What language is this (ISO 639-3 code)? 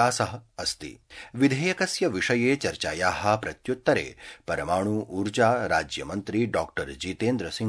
san